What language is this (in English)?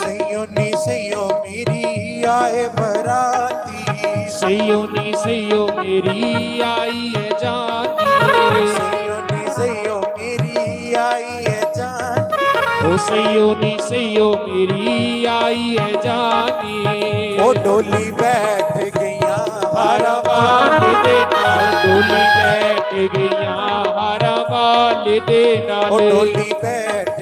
Dogri